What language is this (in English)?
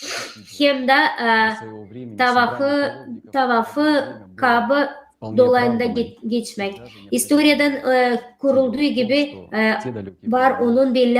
Gagauz